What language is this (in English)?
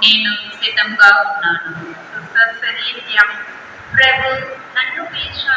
Telugu